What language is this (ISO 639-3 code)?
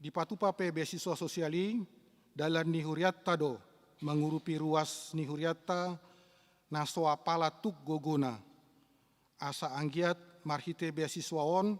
bbc